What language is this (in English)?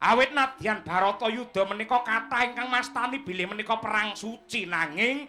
Javanese